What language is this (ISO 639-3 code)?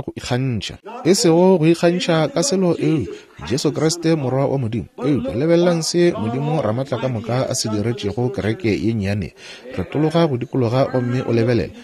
nso